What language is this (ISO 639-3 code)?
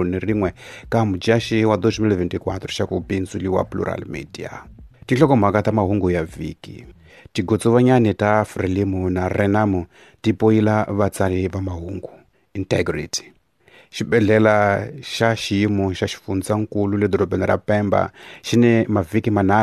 tso